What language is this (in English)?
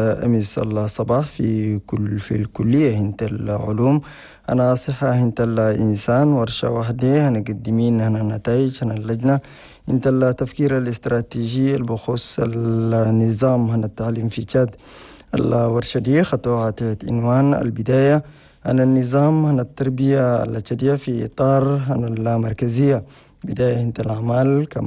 Chadian Arabic